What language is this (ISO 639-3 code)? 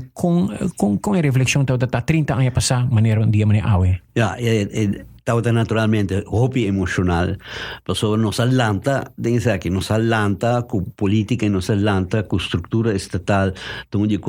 pap